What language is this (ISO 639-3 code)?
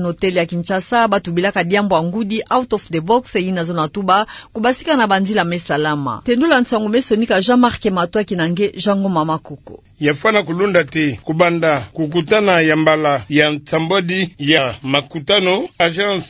ktu